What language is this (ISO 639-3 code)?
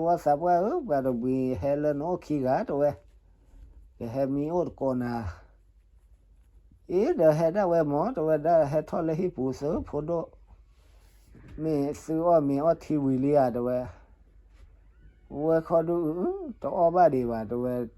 ksw